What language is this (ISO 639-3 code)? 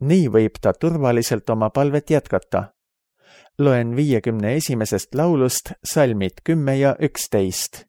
est